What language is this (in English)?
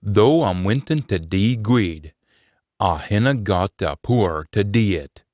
Scots